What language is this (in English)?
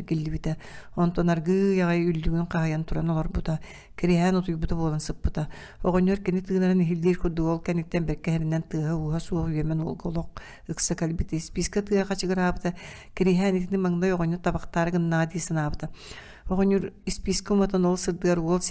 Yakut